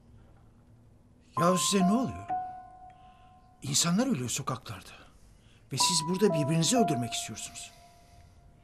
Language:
Turkish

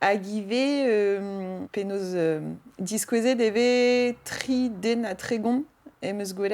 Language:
Breton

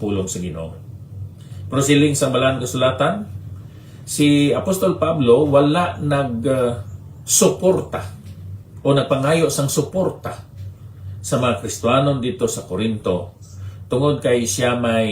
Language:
Hiligaynon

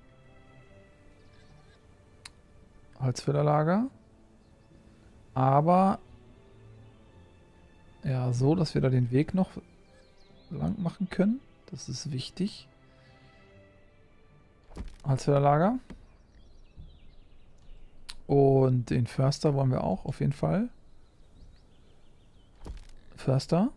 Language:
German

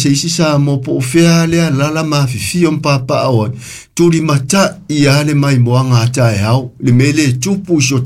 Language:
Samoan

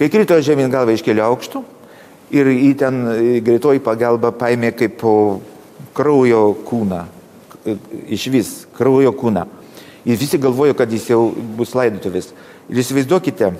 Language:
Lithuanian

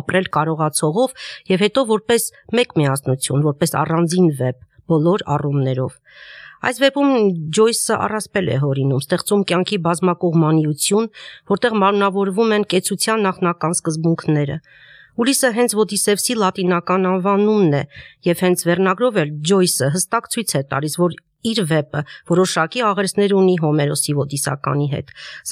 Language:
Armenian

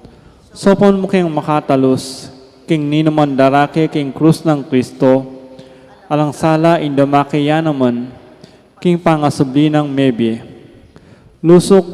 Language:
Pampanga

